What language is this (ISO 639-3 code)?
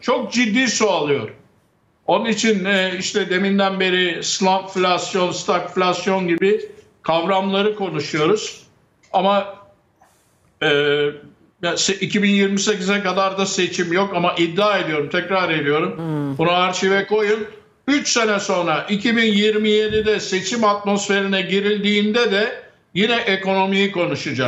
tur